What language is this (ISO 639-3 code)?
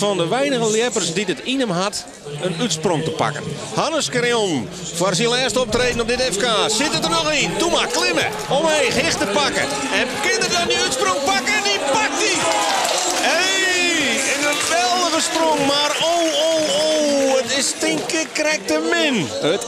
fry